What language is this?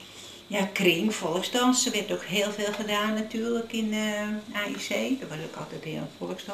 Dutch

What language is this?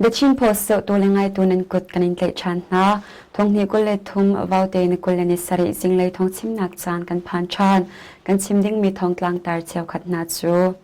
Hakha Chin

